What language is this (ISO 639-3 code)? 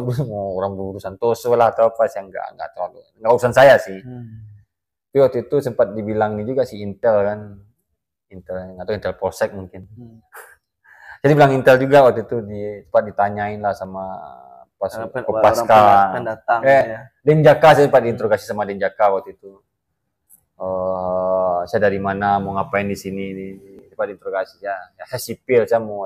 ind